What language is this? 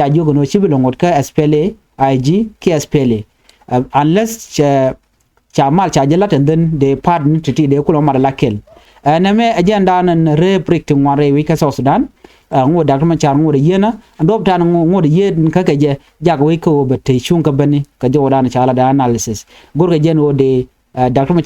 Nuer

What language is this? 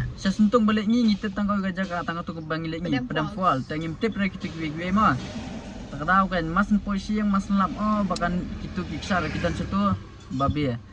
Khasi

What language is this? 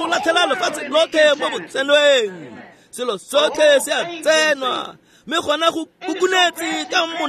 Tswana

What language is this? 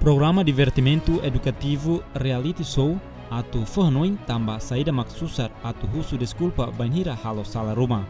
Tetum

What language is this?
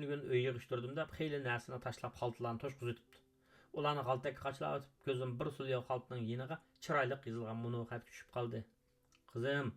Uyghur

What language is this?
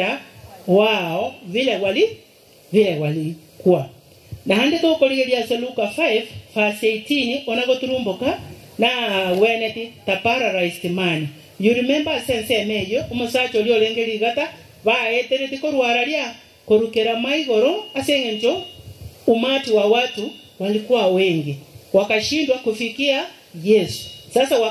Gusii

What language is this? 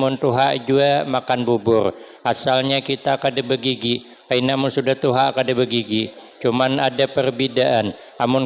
Banjar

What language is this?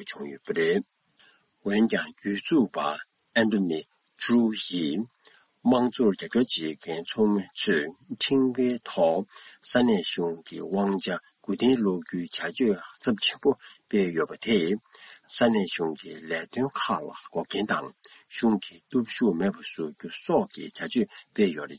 Tibetan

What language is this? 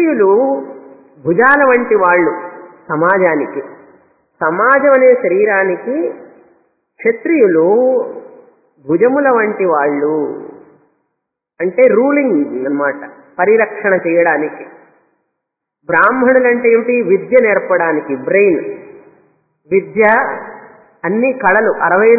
Telugu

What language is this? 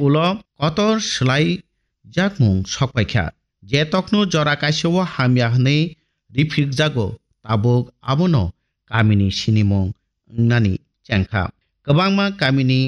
Kok Borok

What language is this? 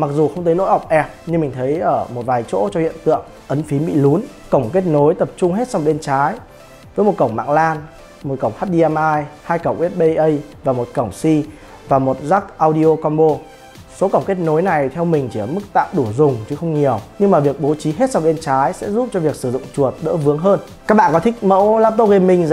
Vietnamese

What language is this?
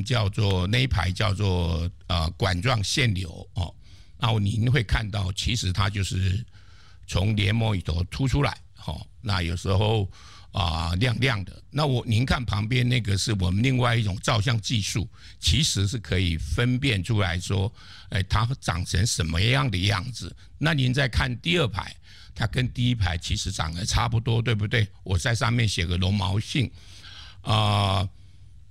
Chinese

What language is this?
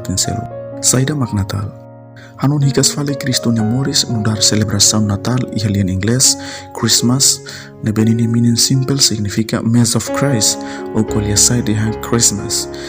Tetum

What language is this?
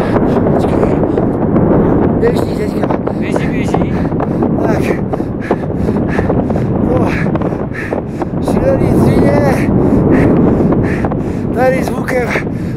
Czech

